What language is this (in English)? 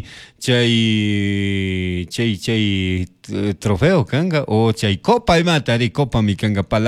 Chimborazo Highland Quichua